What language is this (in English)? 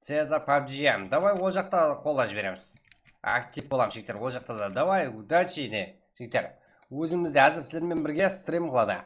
Kara-Kalpak